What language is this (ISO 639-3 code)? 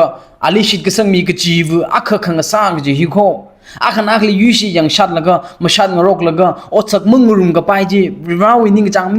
nmf